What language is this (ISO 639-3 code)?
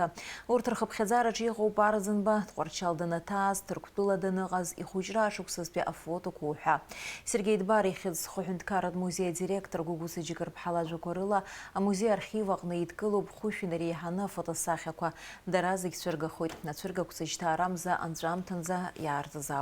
abk